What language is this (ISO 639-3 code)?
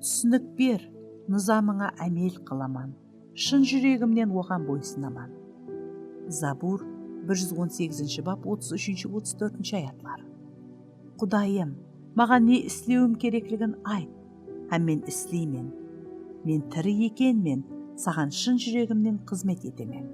kaa